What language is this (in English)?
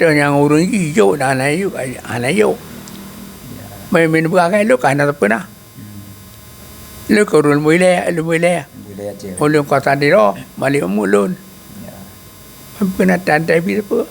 Achinese